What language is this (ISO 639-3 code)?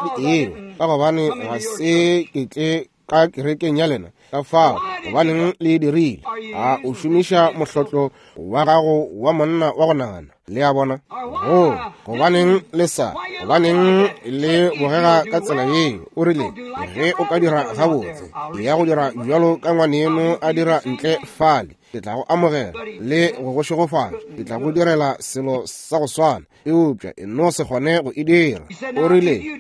nso